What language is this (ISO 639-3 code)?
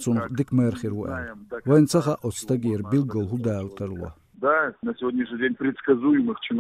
che